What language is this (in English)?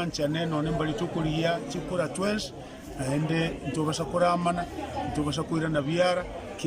Gusii